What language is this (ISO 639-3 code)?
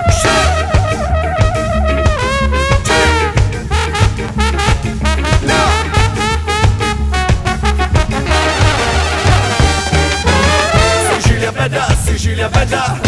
ita